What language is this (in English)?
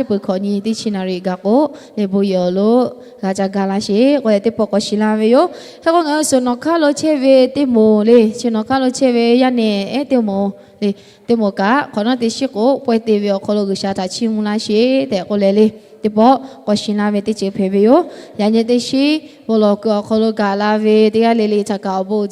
Lahu